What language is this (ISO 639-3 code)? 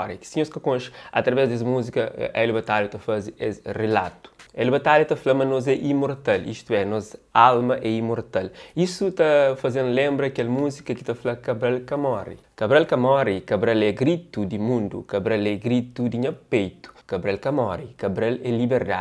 kea